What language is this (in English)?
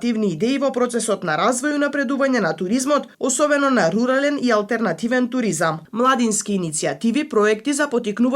Macedonian